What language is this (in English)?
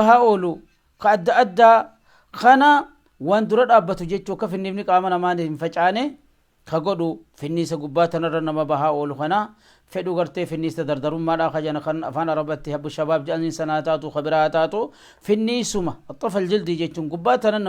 Oromo